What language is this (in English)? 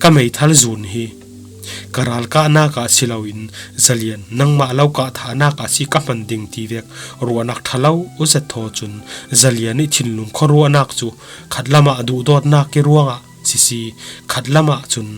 Falam Chin